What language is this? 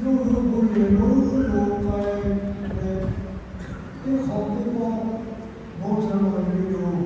Lahu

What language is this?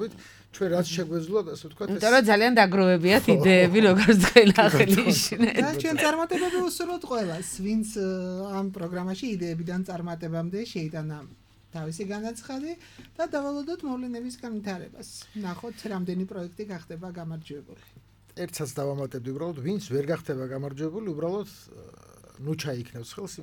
Georgian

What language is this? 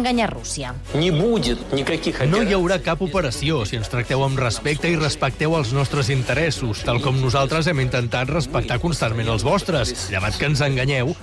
Catalan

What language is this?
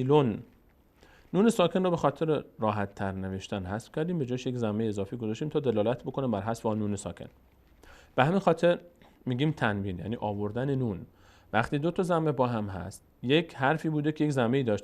Persian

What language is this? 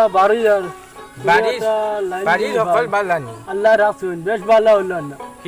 Sylheti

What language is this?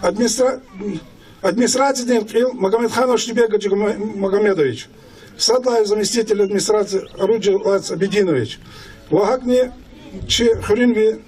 Lezghian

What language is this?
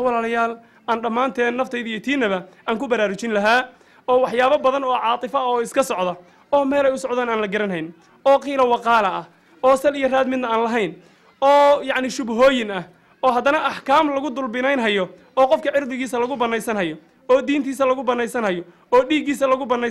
Somali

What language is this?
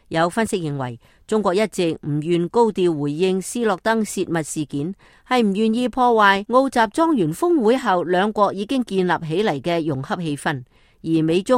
Cantonese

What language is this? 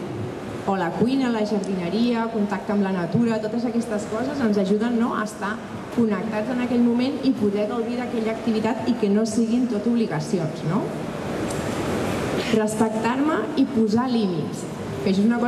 Catalan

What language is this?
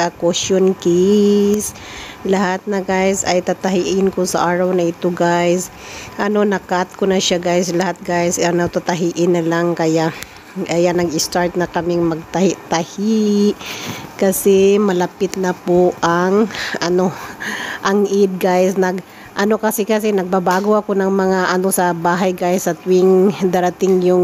Filipino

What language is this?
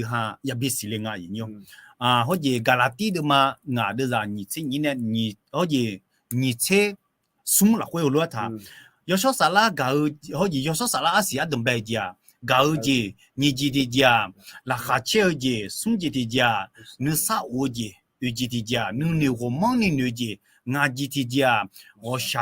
Akha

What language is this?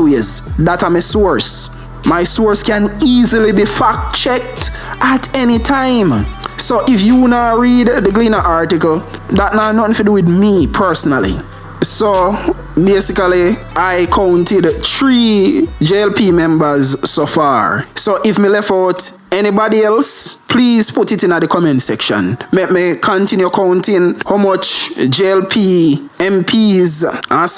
Jamaican Creole English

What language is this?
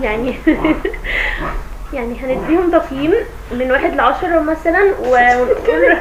Egyptian Arabic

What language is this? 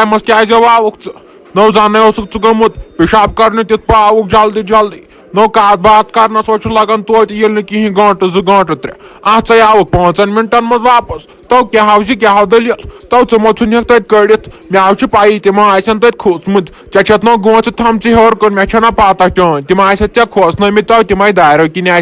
Kashmiri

